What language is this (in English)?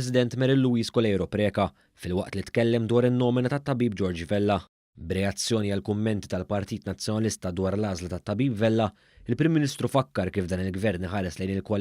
Maltese